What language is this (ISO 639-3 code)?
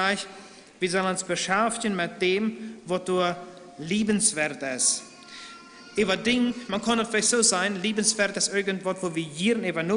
pdt